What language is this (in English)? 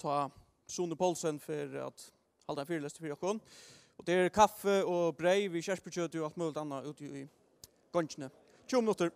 Faroese